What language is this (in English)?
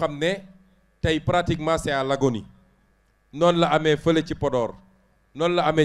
Wolof